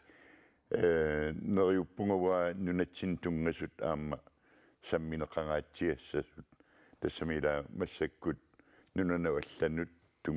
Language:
Kalaallisut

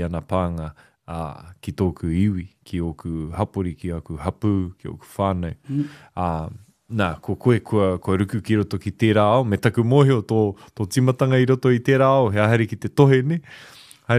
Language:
Māori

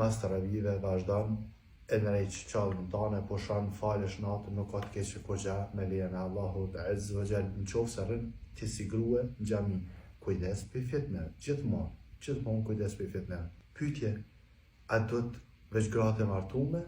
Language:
Albanian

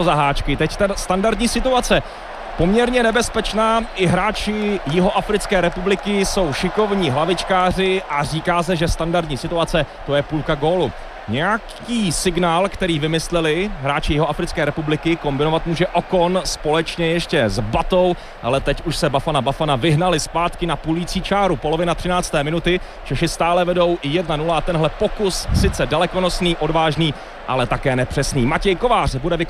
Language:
Czech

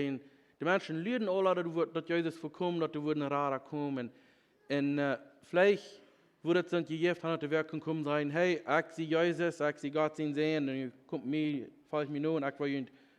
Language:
Plautdietsch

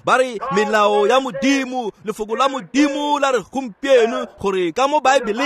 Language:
Tswana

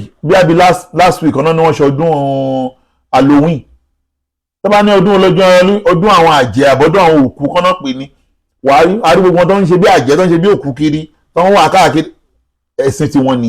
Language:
Yoruba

